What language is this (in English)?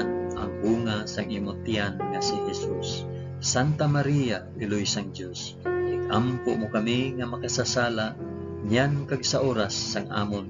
Hiligaynon